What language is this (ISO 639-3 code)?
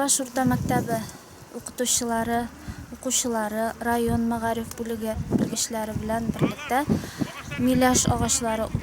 tat